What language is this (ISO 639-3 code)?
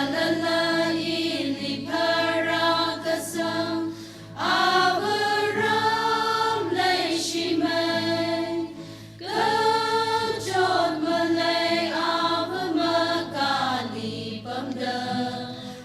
nmf